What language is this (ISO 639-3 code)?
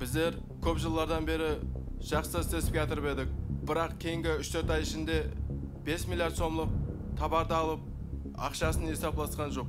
kaa